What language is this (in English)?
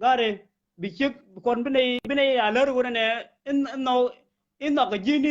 Nuer